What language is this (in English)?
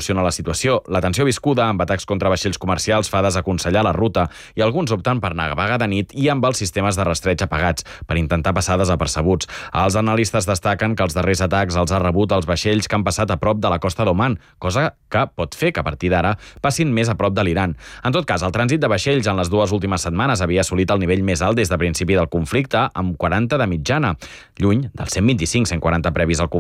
Catalan